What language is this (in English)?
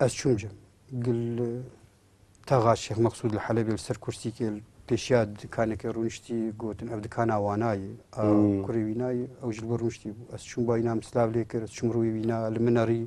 Kurdish